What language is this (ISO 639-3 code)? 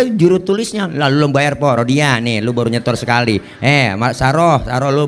bew